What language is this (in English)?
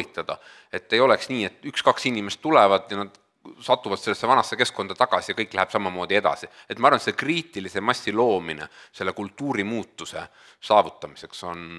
Estonian